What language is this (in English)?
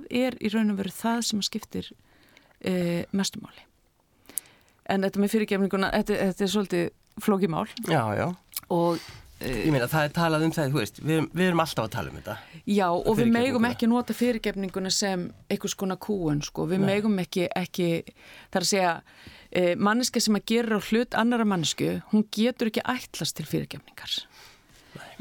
Icelandic